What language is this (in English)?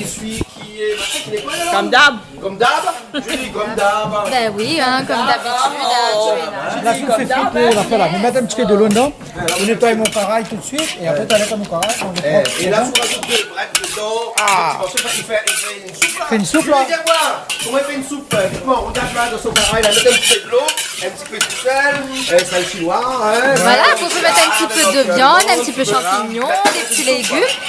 Réunion Creole French